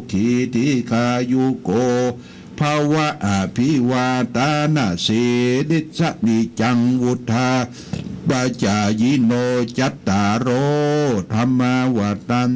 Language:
Pali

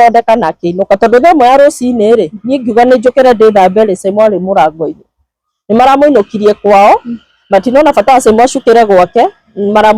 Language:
Kikuyu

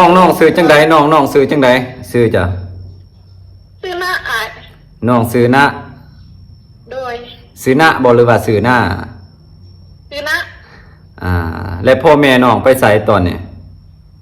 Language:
Lao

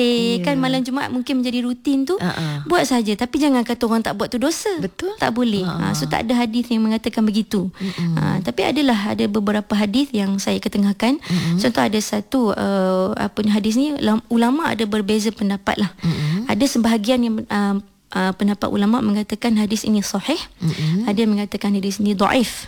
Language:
Malay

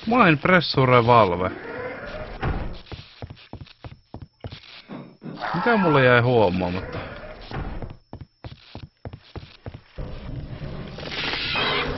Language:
Finnish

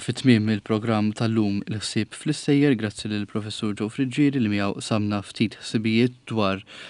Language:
Maltese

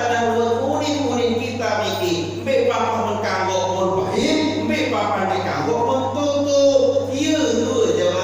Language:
Sasak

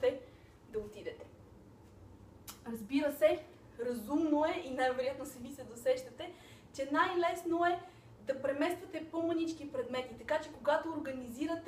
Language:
Bulgarian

